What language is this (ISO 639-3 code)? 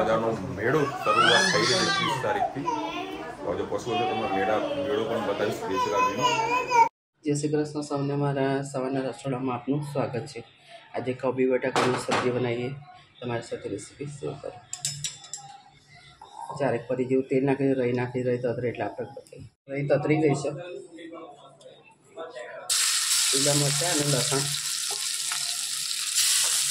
guj